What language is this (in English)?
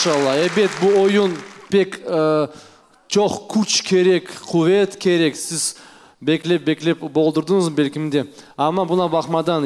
Crimean Tatar